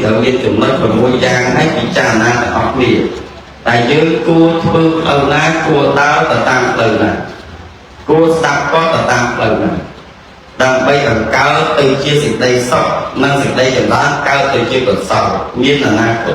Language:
Khmer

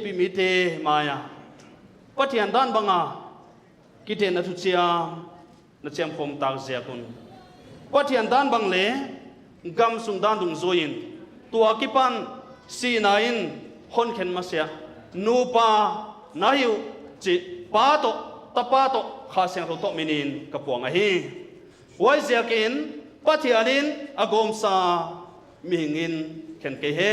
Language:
Paite Chin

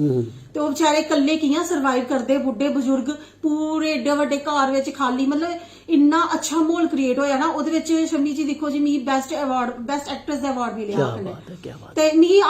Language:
Dogri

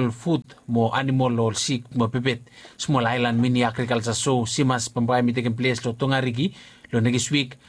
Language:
Bislama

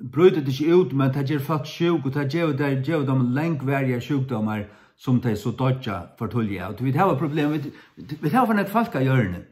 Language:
Faroese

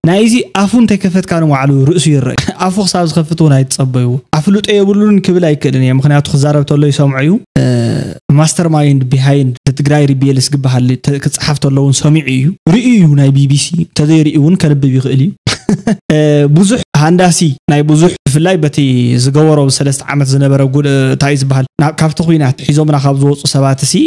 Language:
Tigrinya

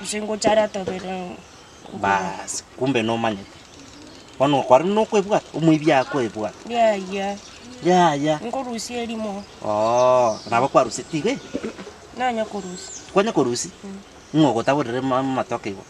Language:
Gusii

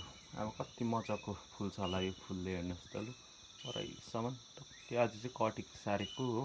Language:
Nepali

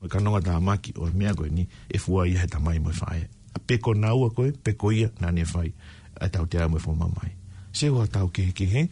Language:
Tongan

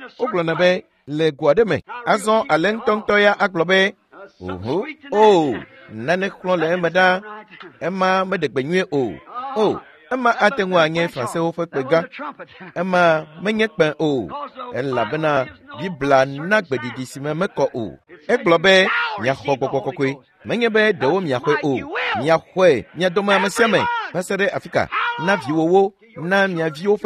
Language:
Ewe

